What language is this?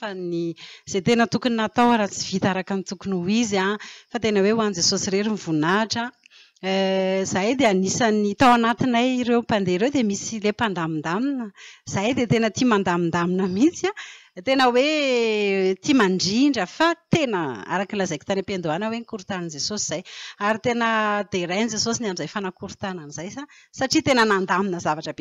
Malagasy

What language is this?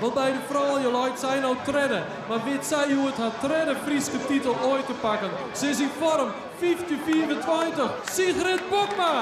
Western Frisian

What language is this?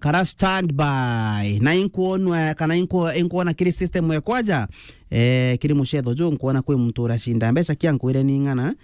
Meru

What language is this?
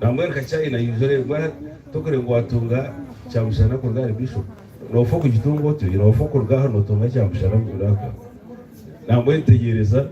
Nyankole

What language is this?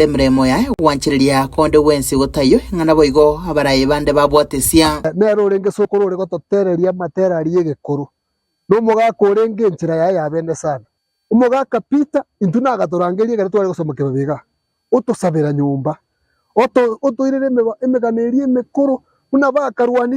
Gusii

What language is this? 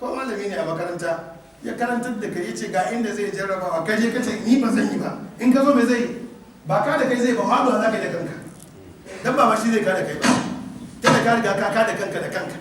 Hausa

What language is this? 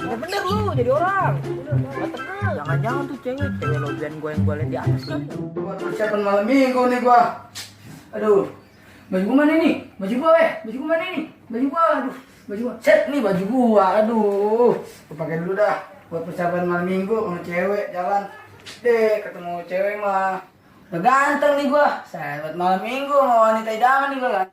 Betawi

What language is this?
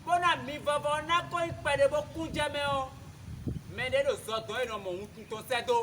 Fon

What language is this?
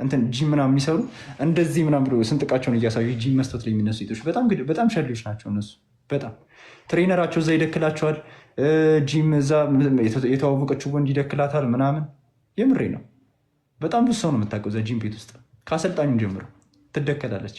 Amharic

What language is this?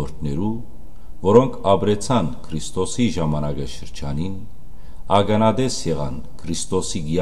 Western Armenian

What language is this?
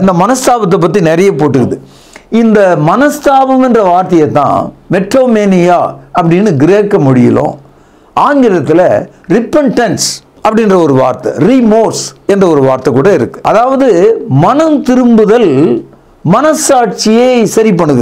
Tamil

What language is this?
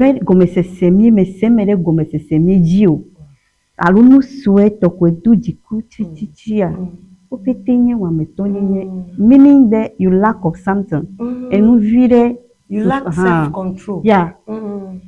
Ewe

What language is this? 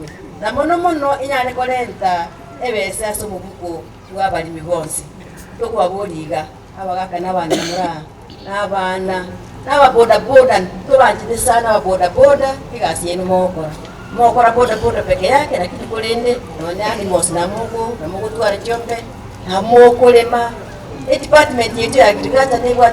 Gusii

